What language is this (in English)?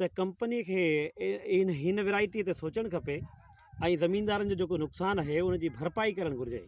Sindhi